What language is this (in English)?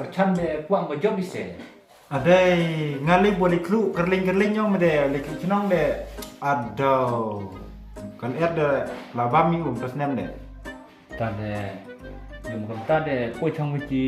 Khasi